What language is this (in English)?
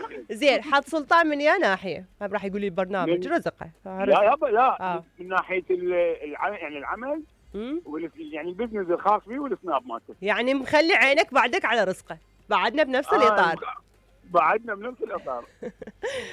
Mesopotamian Arabic